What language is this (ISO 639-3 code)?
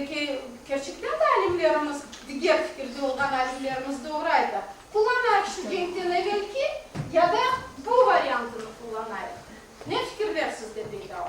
crh